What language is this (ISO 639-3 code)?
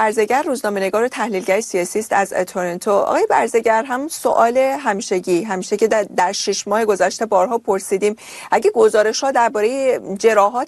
fas